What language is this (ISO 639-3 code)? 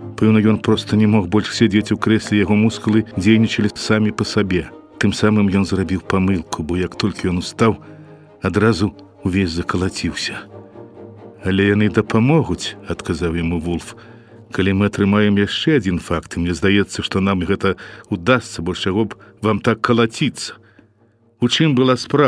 bel